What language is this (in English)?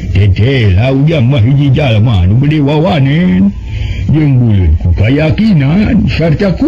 Sundanese